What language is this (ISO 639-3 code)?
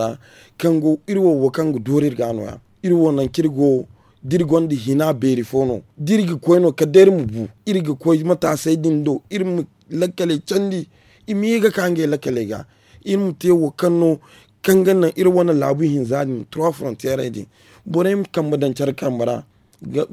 dje